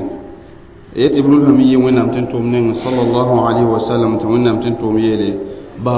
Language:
Mossi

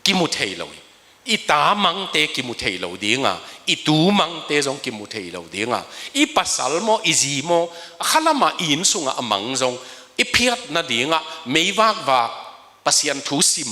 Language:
Tedim Chin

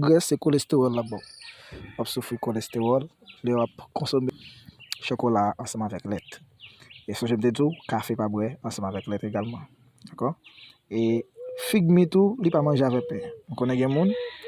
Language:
Haitian Creole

